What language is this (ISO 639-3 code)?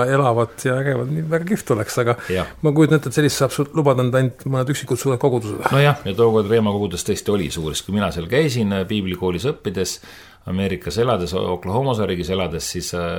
est